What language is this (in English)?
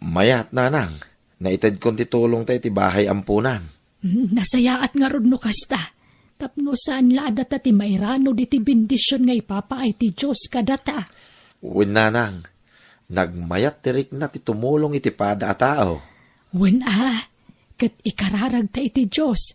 Iloko